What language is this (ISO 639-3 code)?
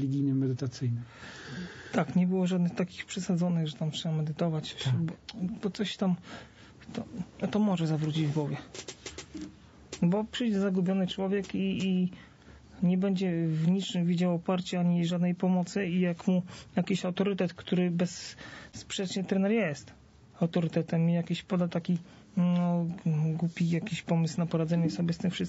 pol